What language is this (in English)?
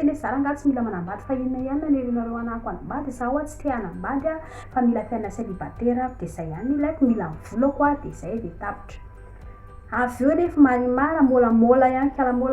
Malagasy